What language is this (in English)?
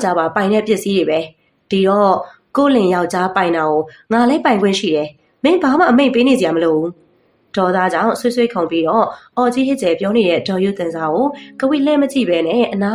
Burmese